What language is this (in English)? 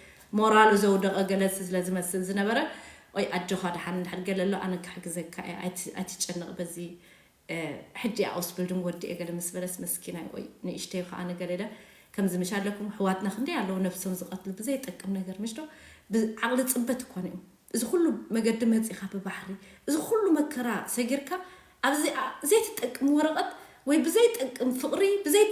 Tigrinya